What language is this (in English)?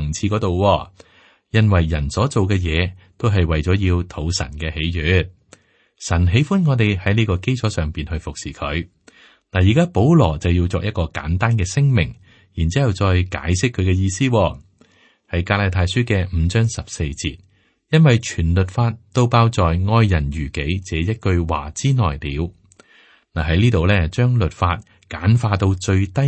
Cantonese